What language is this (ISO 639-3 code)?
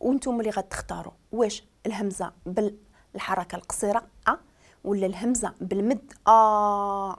ary